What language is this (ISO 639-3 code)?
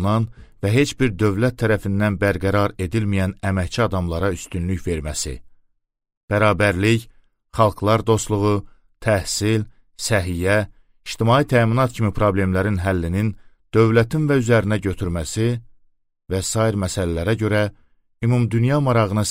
aze